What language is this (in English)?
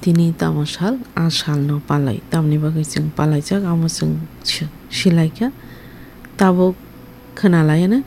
Kok Borok